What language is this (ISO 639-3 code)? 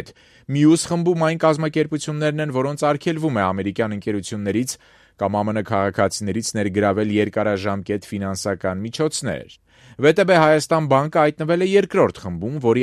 hye